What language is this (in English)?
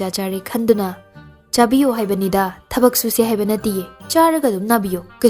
Manipuri